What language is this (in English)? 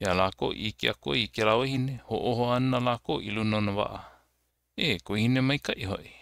Hawaiian